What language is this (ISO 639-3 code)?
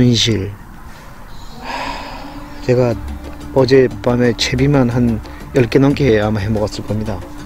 kor